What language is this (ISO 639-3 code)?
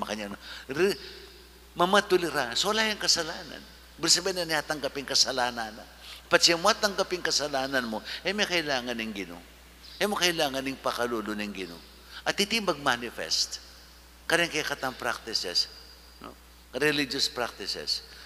pam